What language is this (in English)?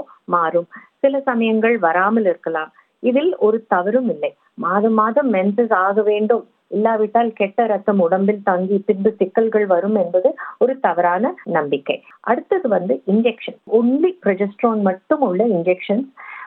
Tamil